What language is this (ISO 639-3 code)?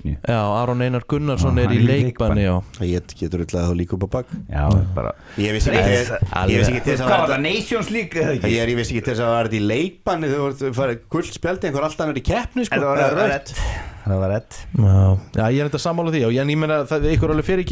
isl